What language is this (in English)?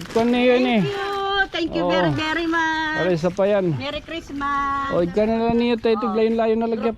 Waray